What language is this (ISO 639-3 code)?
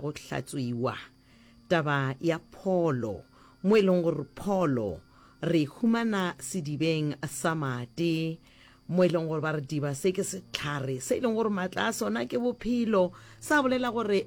nso